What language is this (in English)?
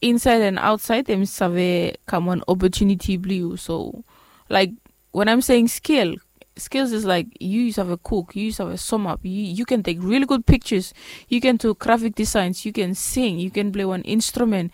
Bislama